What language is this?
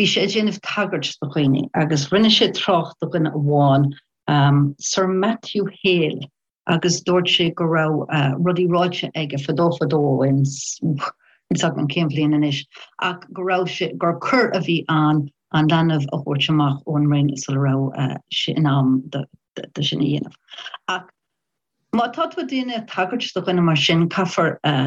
Irish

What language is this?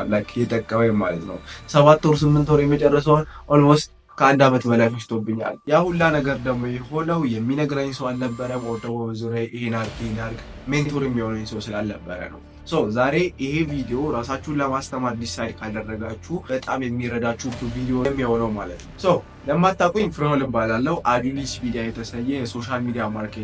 Amharic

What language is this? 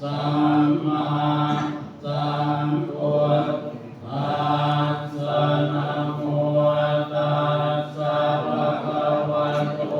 Pali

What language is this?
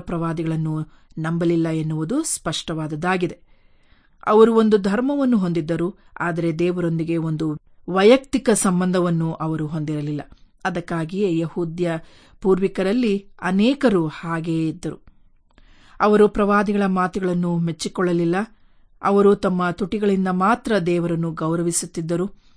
Kannada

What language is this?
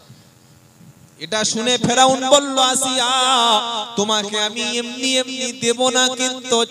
Bangla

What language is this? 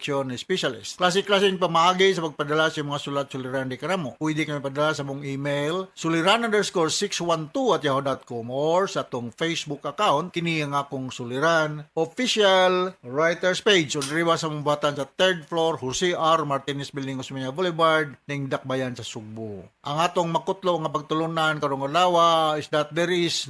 Cebuano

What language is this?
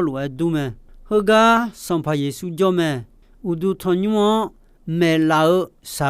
Akha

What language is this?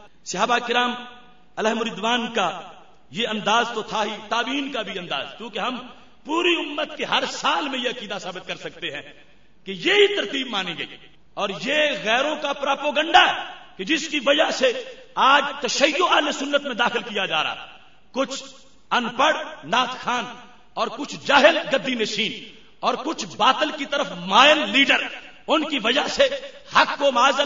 Urdu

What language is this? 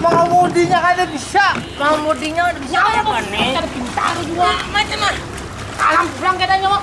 Banjar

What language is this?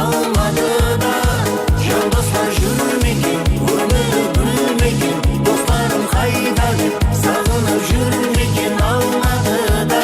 Kara-Kalpak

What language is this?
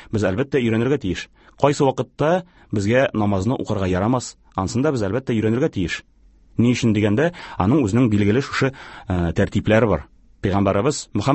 Tatar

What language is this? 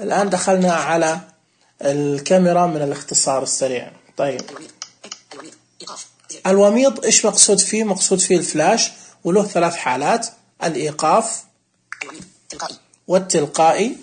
Najdi Arabic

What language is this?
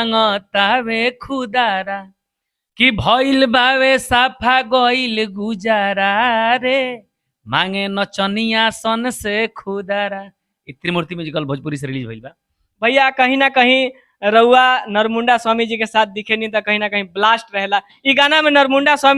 Bhojpuri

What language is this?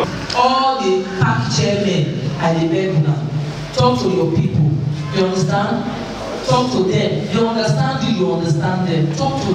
Nigerian Pidgin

